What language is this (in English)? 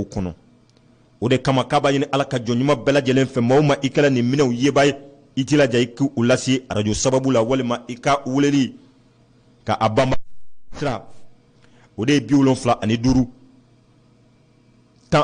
Bambara